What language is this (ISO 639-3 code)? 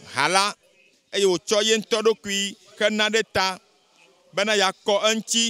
ewe